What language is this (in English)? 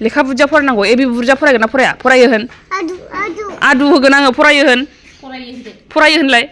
Bodo